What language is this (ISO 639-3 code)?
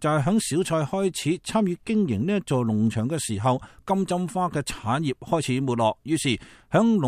yue